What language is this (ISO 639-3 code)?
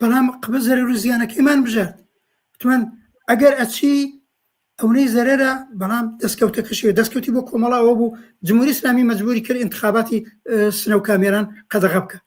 ckb